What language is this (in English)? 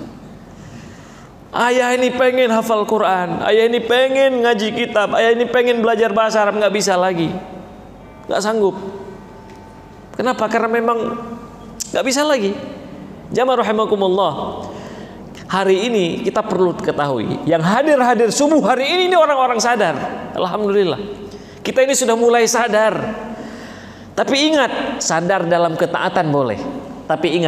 Indonesian